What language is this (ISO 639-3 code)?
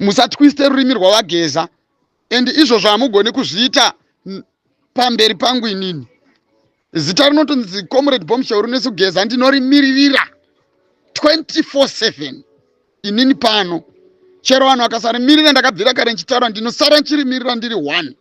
sna